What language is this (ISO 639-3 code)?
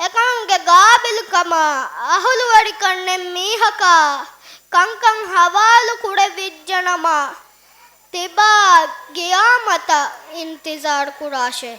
div